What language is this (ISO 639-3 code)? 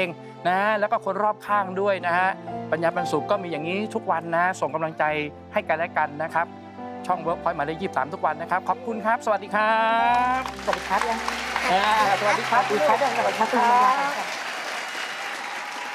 tha